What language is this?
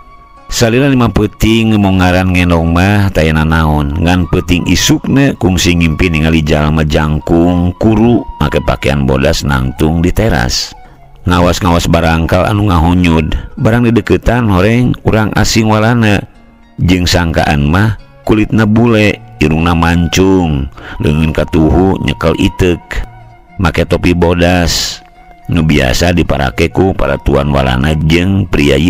Sundanese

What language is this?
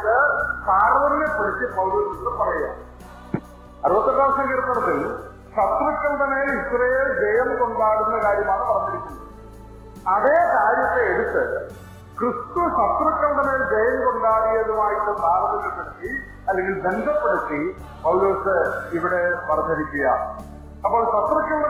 Malayalam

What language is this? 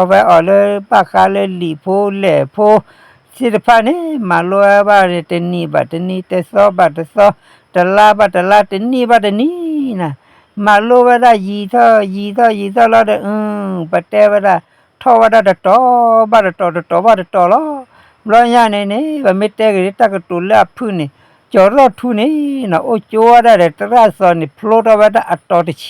S'gaw Karen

